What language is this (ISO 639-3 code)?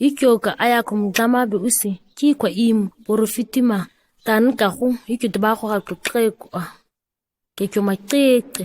gnk